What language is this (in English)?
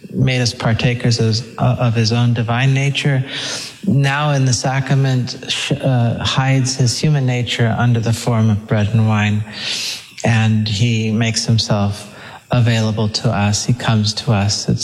English